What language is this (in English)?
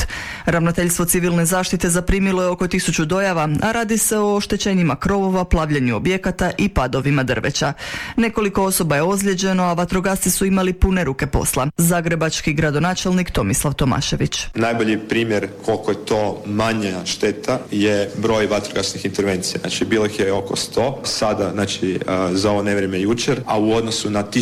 Croatian